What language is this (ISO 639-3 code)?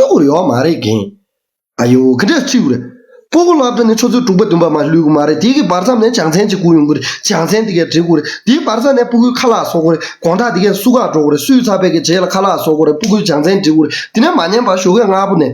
bod